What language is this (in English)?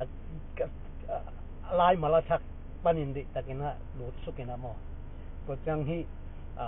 Tedim Chin